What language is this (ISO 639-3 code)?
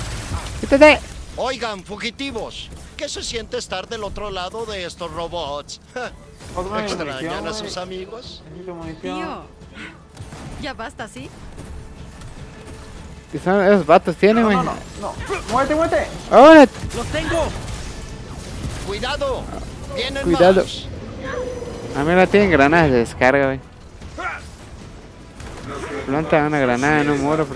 spa